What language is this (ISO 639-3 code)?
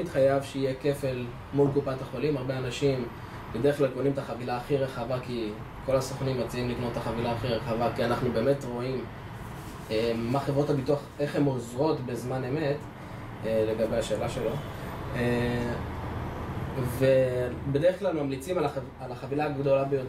heb